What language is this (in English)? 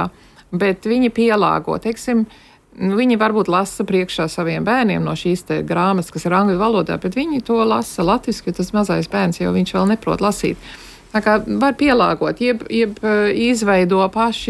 Latvian